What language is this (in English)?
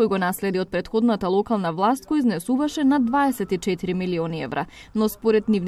Macedonian